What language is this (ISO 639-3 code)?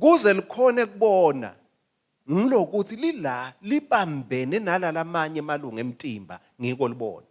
ssw